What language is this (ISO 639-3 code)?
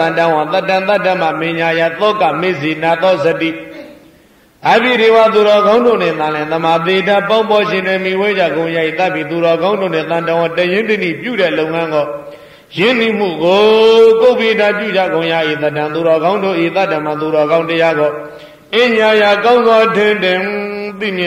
mya